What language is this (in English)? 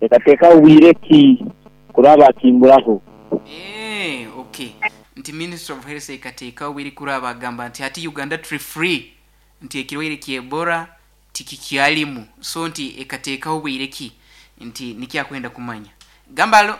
Nyoro